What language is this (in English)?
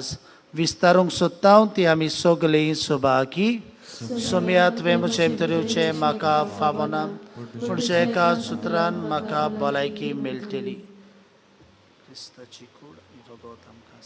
Konkani